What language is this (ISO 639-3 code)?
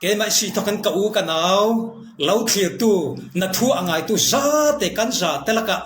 cfm